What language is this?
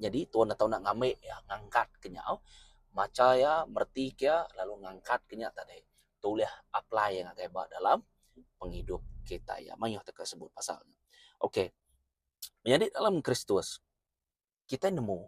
Iban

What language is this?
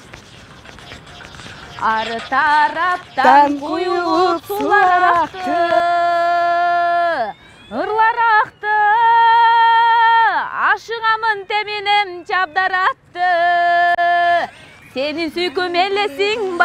Kyrgyz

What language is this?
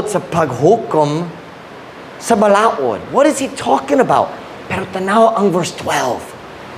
Cebuano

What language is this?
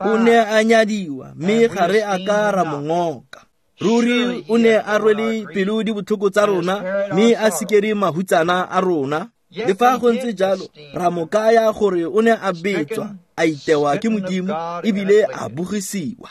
Tswana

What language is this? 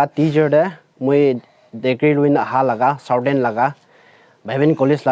Naga Pidgin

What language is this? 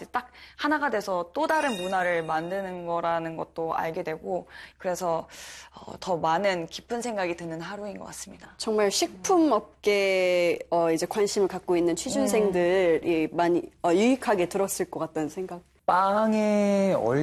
Korean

